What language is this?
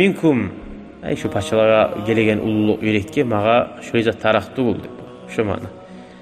Kumyk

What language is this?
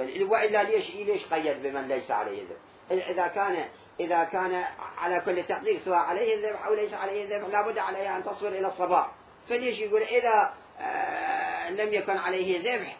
Mesopotamian Arabic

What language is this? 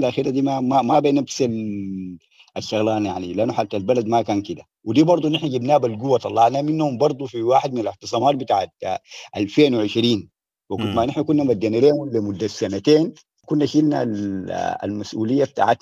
Sudanese Arabic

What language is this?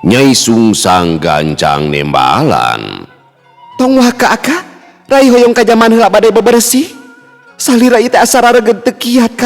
Sundanese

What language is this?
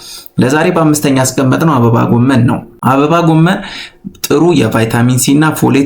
Amharic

